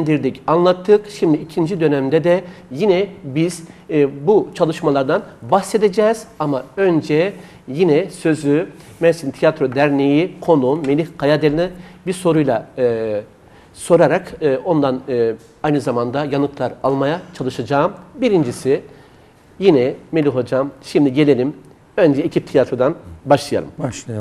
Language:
Turkish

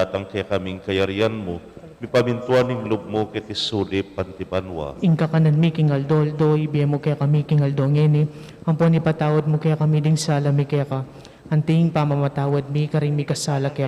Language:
Pampanga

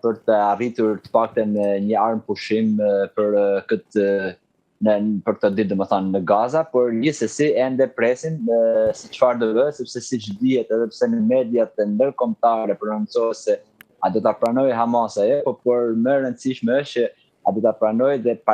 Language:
Albanian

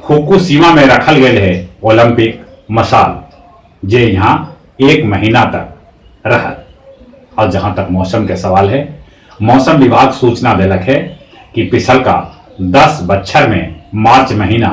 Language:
Magahi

